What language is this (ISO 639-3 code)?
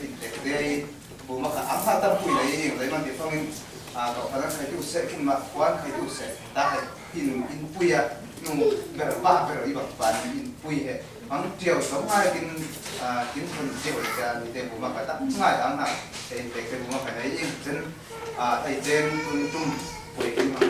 cfm